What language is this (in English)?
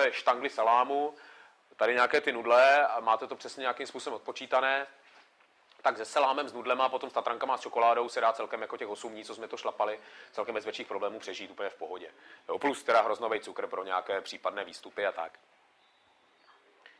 Czech